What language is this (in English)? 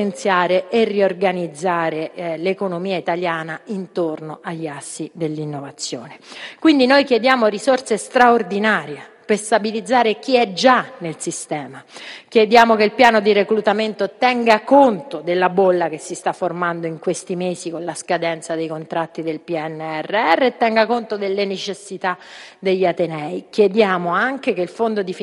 Italian